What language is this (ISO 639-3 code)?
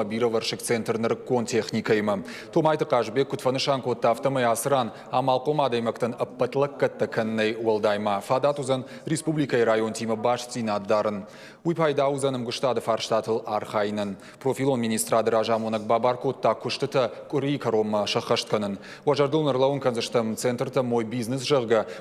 oss